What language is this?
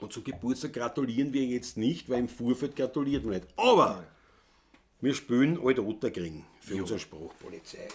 Bavarian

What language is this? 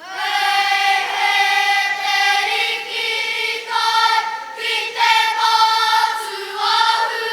Māori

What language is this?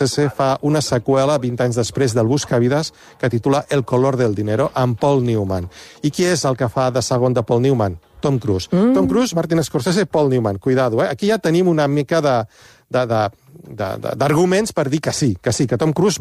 Catalan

